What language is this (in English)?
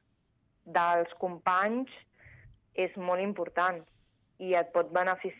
Catalan